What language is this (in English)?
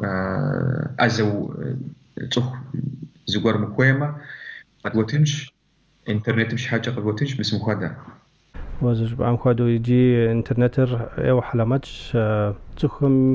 Kabardian